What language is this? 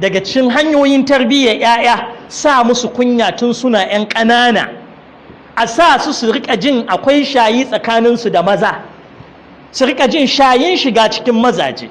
Hausa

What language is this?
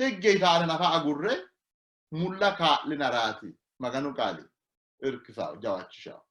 Sidamo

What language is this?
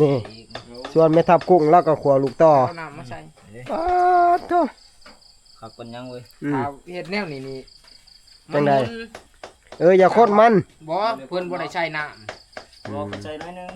Northeastern Thai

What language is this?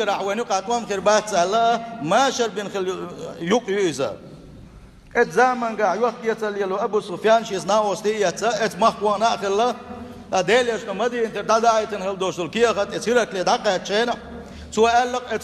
Chechen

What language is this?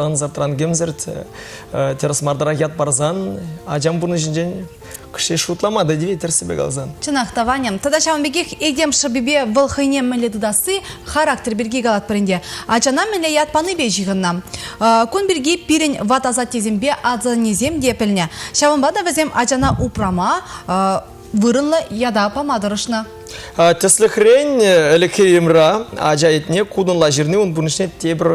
Chuvash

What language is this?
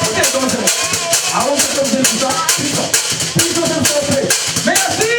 Réunion Creole French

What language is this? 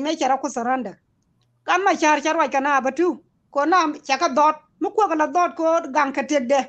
Nuer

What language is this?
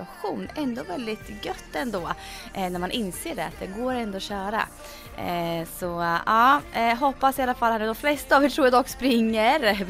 Swedish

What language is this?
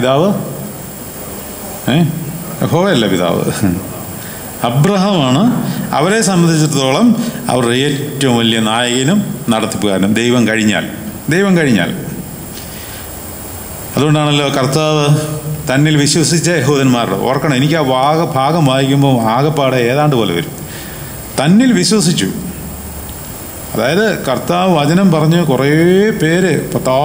Malayalam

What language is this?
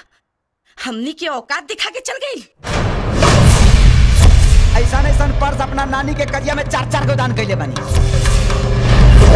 Bhojpuri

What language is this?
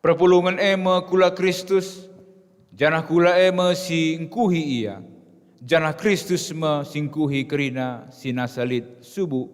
Batak Karo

